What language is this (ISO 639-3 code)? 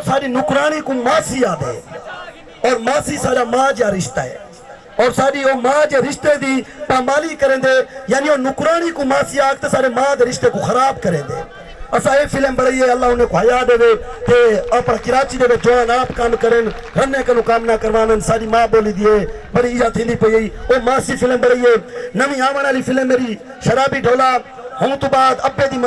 skr